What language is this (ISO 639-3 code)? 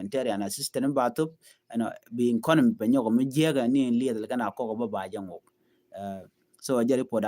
nus